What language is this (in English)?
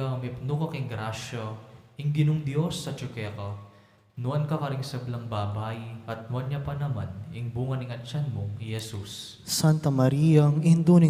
Pampanga